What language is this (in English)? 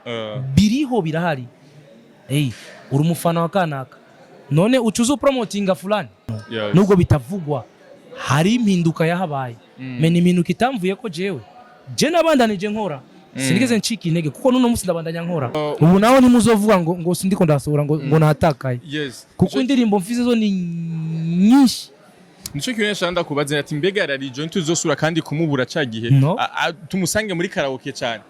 Rundi